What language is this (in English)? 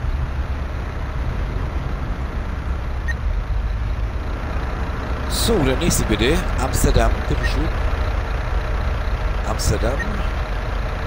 German